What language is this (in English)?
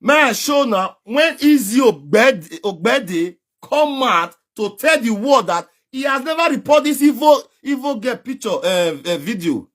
Nigerian Pidgin